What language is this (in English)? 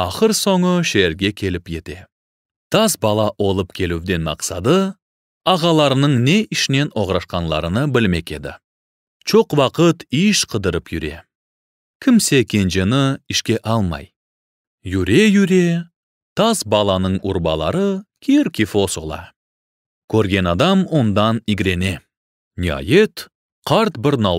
Crimean Tatar